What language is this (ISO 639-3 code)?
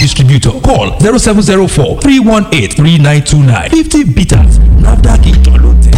yor